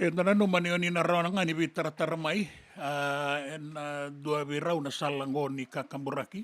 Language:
Fijian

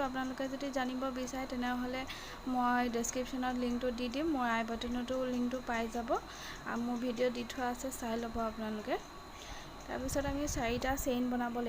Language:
Assamese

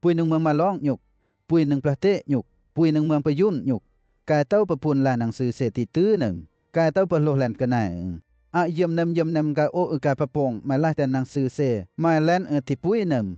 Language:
Western Lawa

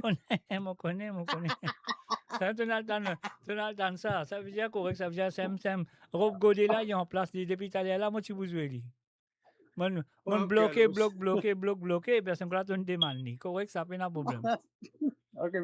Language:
Morisyen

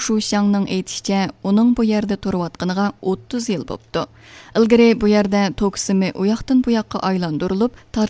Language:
Uyghur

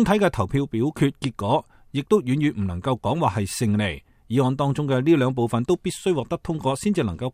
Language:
Cantonese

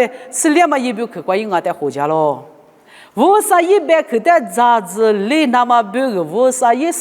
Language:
Lisu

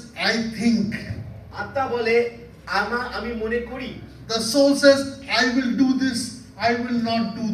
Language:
Bangla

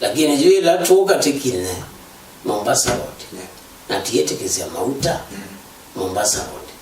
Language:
Kamba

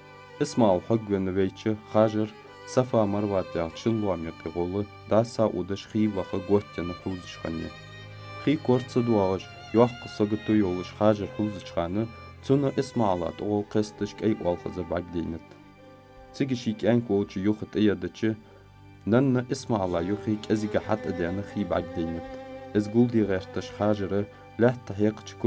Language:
Ingush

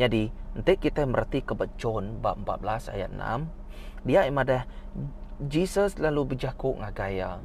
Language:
Iban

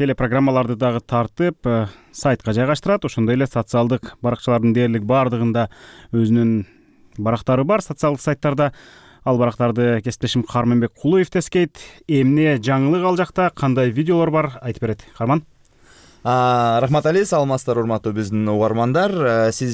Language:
Kyrgyz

